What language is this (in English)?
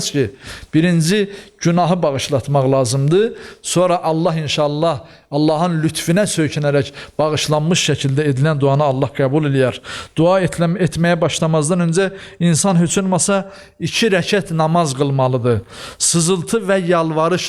Azerbaijani